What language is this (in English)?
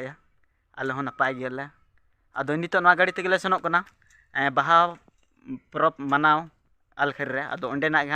Santali